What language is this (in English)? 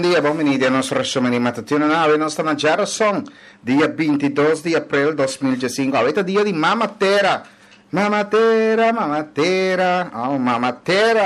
Papiamento